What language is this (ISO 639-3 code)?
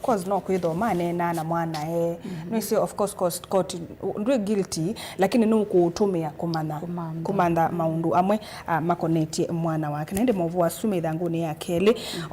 kam